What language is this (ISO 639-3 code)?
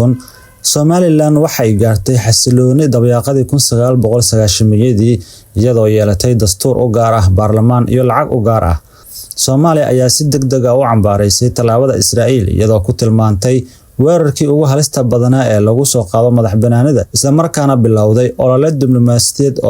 som